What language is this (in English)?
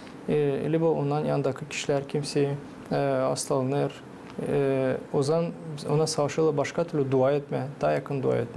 Gagauz